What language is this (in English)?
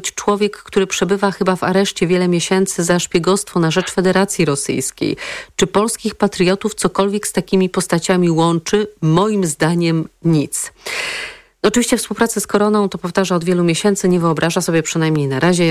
Polish